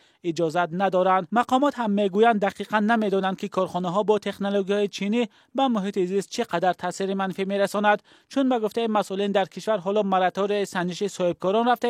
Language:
Tajik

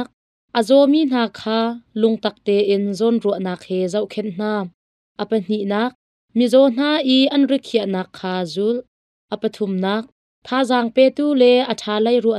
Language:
Hakha Chin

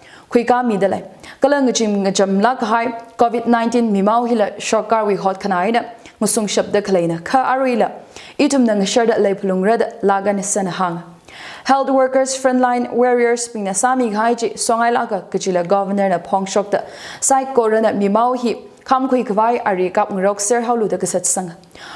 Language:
Tangkhul Naga (India)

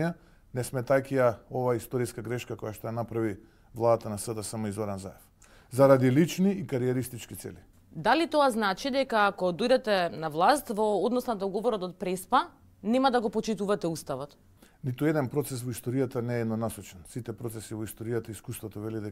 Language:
Macedonian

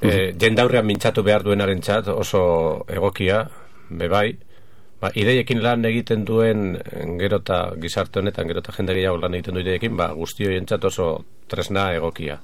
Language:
Basque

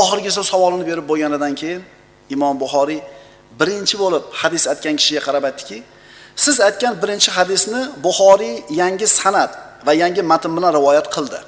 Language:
Uzbek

